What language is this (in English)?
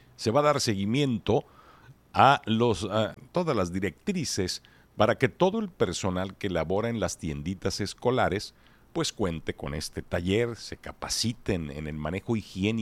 Spanish